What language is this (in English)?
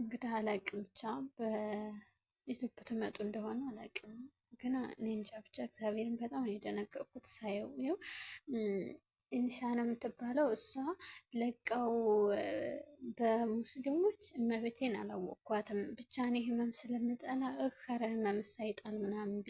Amharic